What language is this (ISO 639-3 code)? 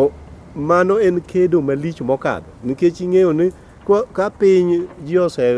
luo